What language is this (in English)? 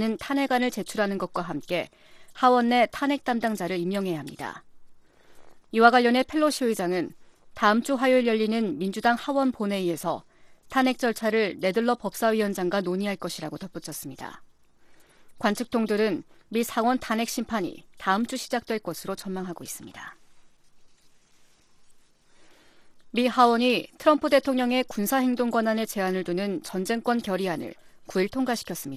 Korean